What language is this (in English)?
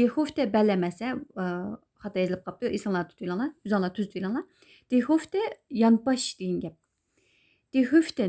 Uyghur